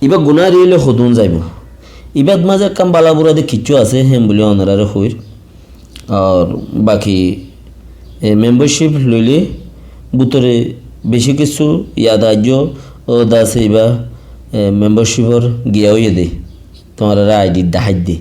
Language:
Rohingya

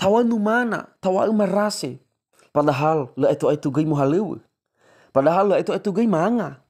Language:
Nias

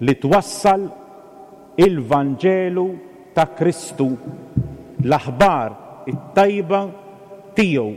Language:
Maltese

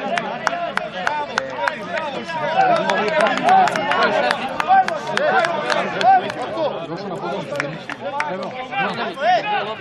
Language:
Serbian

